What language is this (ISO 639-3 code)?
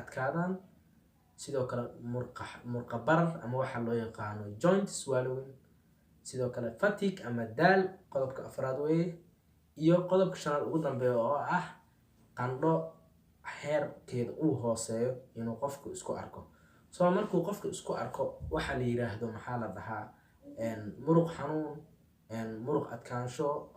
som